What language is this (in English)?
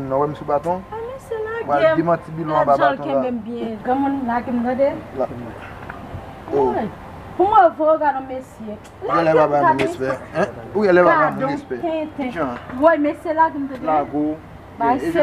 Haitian Creole